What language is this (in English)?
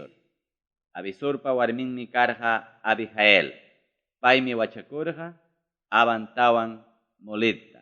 Ayacucho Quechua